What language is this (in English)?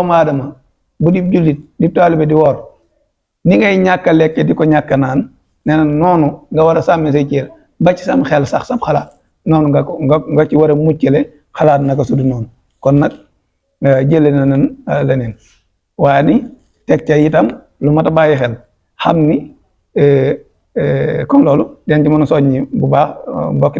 Wolof